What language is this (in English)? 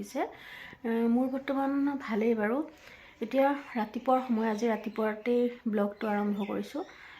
Assamese